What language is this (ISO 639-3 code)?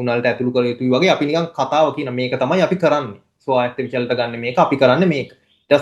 sin